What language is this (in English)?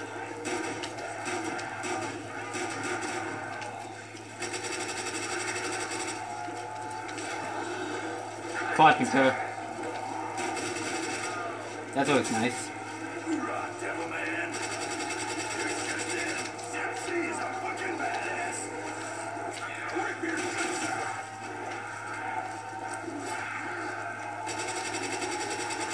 English